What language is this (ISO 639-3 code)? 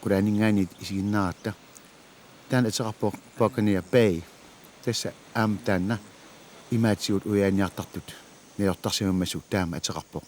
kal